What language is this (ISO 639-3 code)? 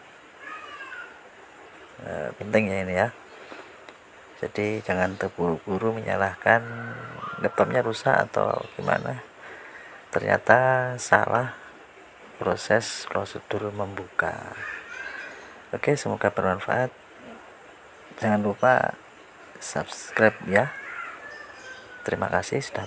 ind